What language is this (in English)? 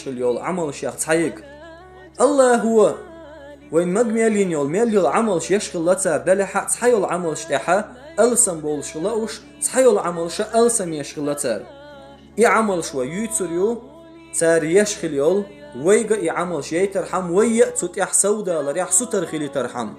Chechen